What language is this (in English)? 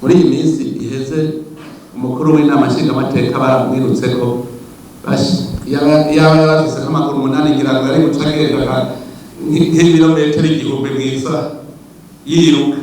Rundi